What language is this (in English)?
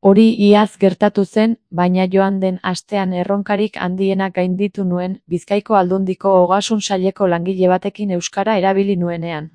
Basque